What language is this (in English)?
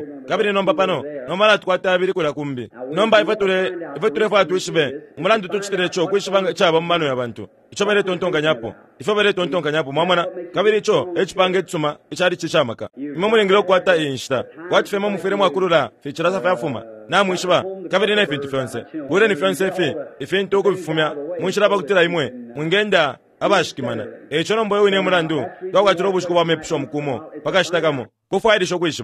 Bemba